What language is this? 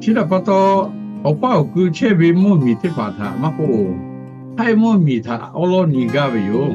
Lahu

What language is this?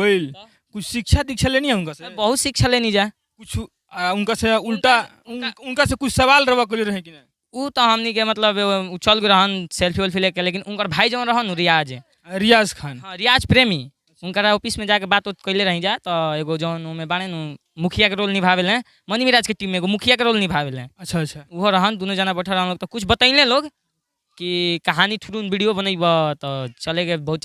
Bhojpuri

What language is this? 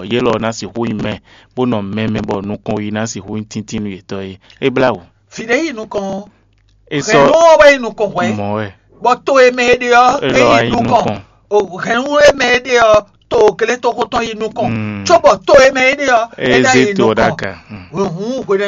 Fon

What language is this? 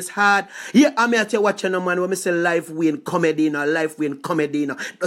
Jamaican Creole English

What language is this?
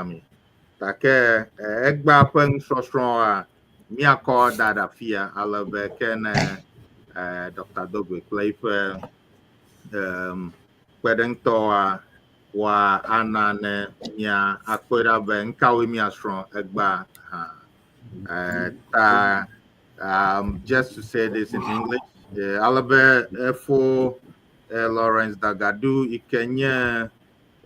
Ewe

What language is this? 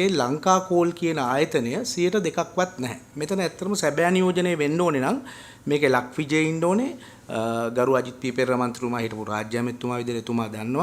Sinhala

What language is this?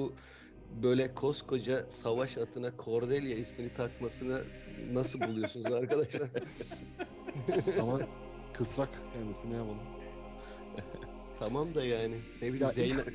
Turkish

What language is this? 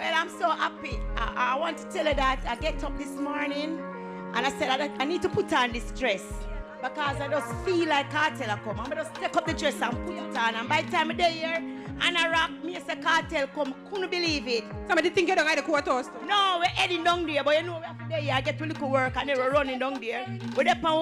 Jamaican Creole English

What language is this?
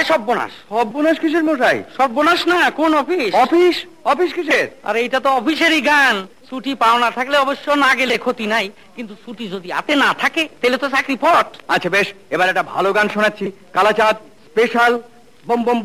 Bangla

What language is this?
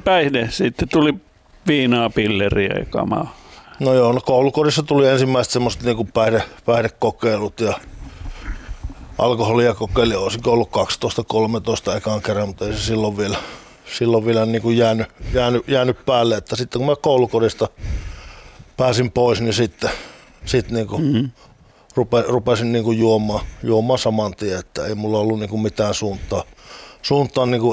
Finnish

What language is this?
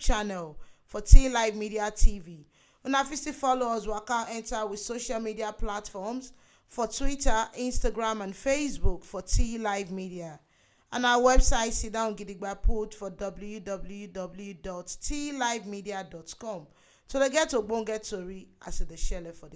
Nigerian Pidgin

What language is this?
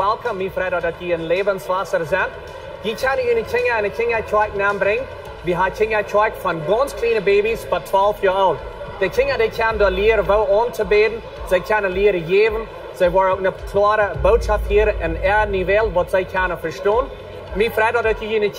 Plautdietsch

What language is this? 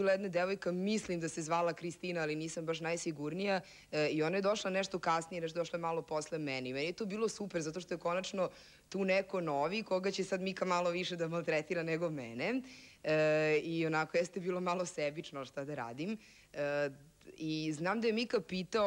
Serbian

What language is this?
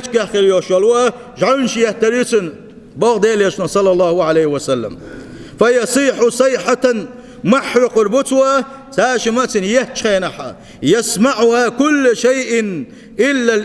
Chechen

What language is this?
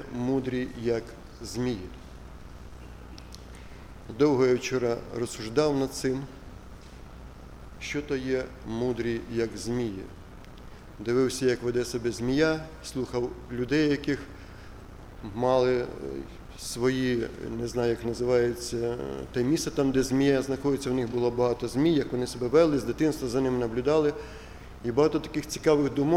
Ukrainian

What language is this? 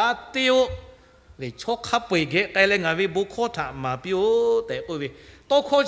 Lahu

